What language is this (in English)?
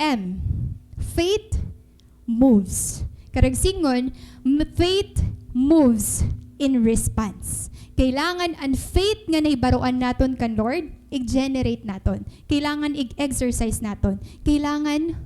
Waray